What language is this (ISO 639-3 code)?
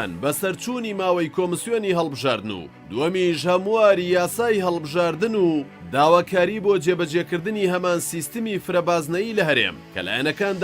ckb